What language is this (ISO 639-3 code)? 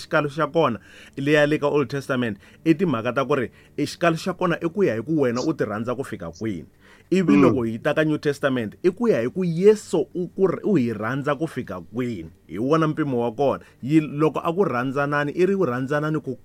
tso